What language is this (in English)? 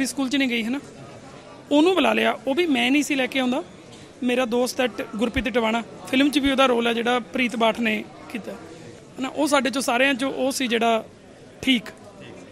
Punjabi